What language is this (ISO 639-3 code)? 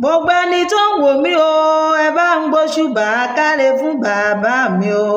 yor